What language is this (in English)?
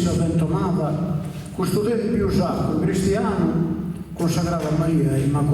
Sardinian